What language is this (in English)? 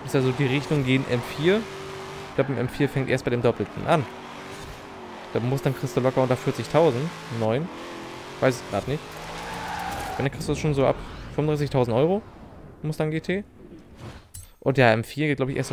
German